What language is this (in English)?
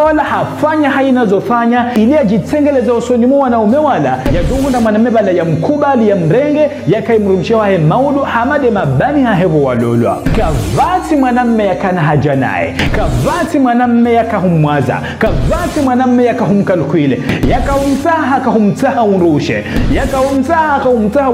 Ngazidja Comorian